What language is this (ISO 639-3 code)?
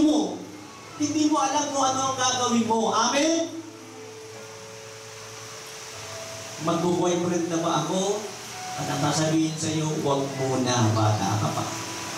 fil